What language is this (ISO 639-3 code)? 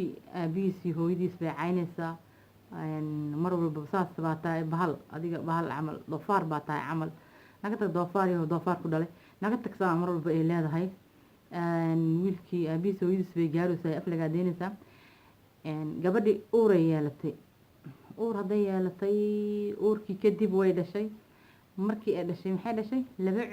som